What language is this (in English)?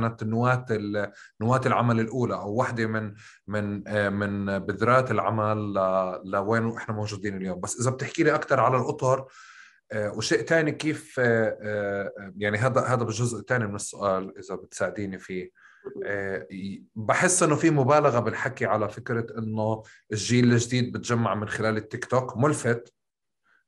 North Levantine Arabic